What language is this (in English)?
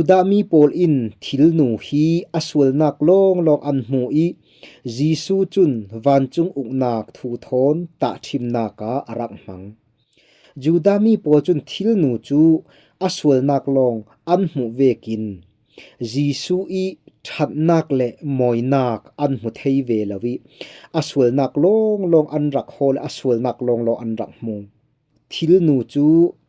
Falam Chin